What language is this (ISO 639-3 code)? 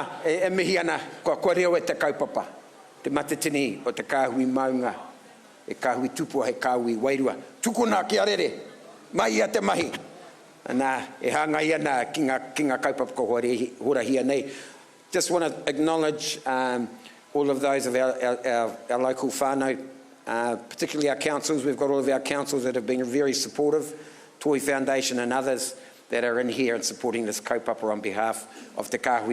mri